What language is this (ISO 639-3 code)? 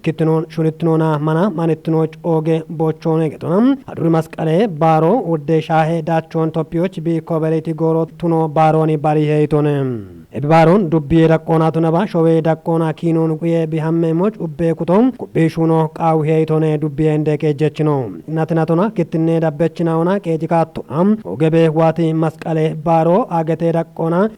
kbr